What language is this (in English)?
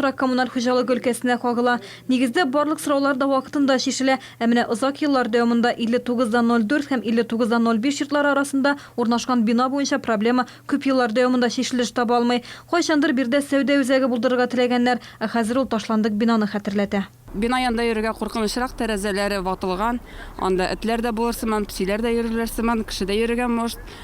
Tatar